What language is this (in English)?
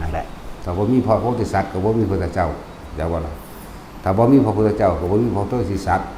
Northeastern Thai